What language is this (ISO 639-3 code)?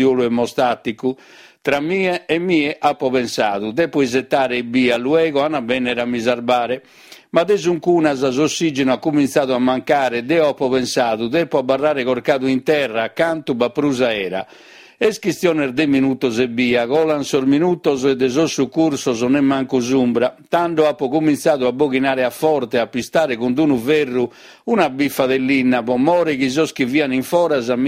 srd